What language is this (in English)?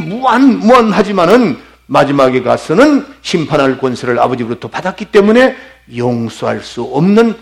Korean